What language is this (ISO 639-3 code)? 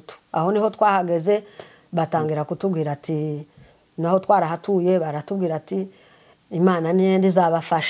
kin